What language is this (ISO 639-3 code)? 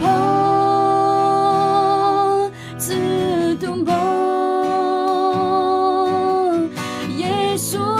ahk